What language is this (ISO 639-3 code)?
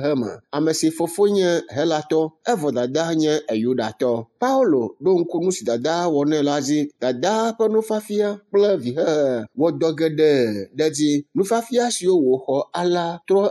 ewe